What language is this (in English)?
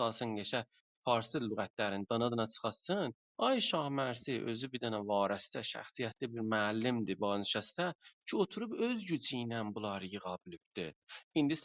South Azerbaijani